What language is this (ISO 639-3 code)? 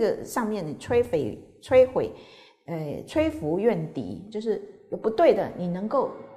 zho